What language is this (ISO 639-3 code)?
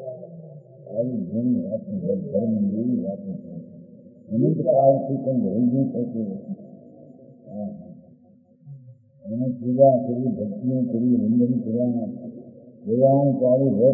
guj